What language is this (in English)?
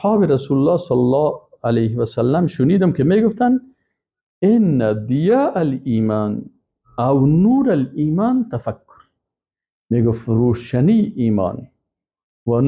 Persian